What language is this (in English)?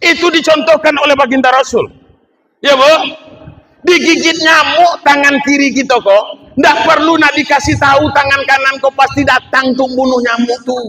Minangkabau